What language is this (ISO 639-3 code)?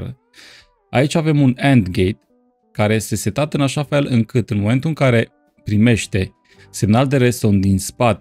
ron